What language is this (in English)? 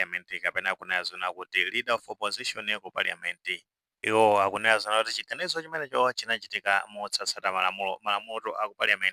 Nyanja